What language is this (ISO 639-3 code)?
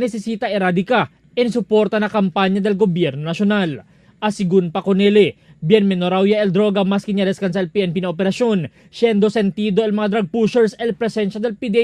cbk